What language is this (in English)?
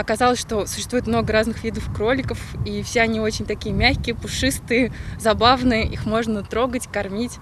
Crimean Tatar